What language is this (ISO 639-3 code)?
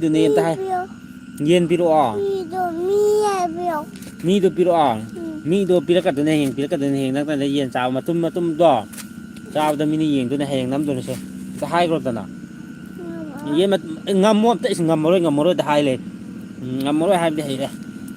mni